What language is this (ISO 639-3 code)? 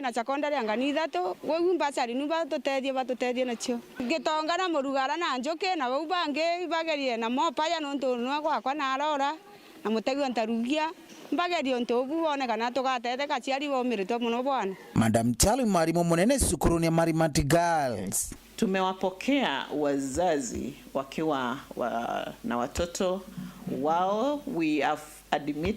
mer